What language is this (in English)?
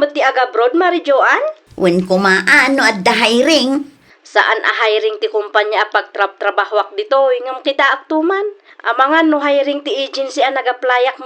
Iloko